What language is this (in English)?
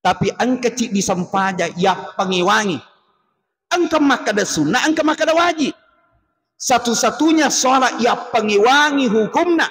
Buginese